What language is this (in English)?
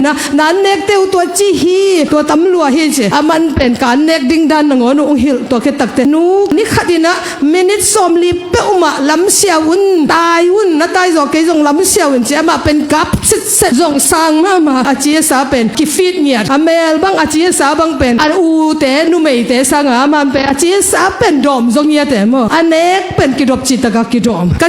Tedim Chin